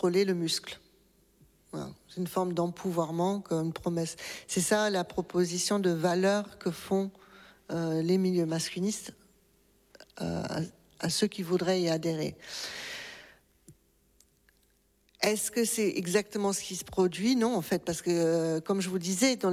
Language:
French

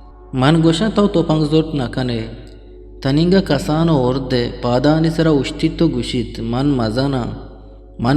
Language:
Eastern Balochi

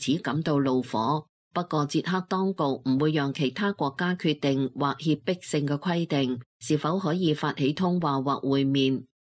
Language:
Cantonese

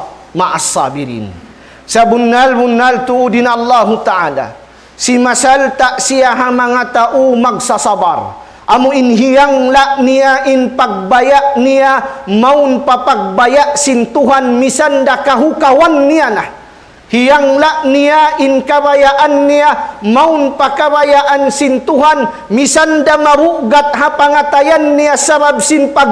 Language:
Tausug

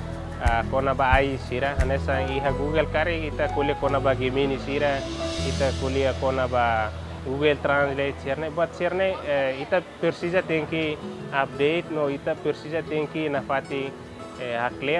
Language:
Tetum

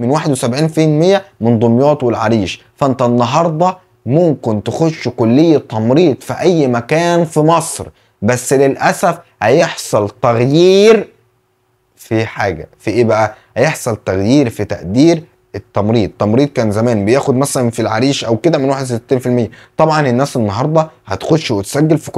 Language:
Egyptian Arabic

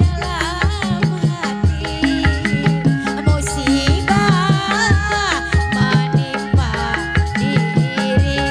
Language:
Betawi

